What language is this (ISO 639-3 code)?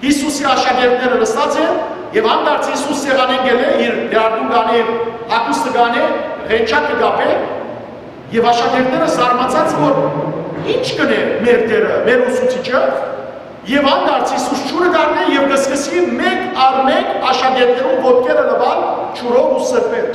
hyw